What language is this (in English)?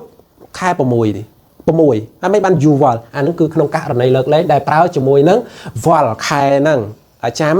Khmer